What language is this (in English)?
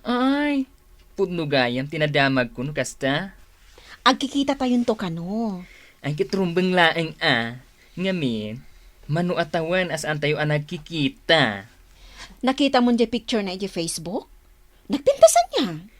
Iloko